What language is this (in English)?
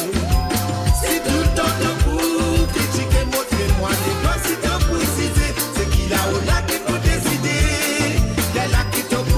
Morisyen